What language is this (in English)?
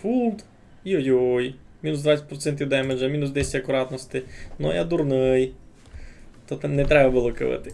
Rusyn